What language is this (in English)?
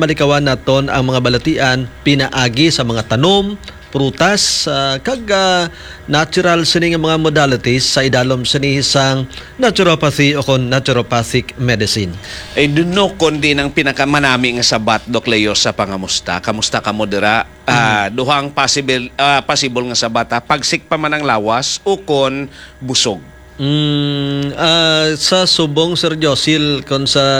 Hiligaynon